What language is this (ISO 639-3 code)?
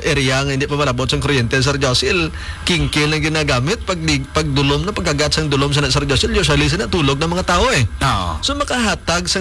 hil